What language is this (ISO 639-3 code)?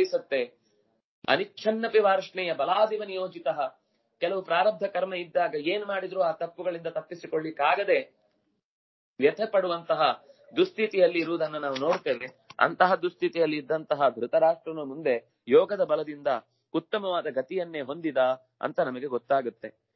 kan